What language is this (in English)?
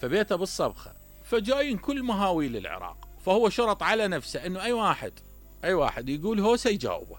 Mesopotamian Arabic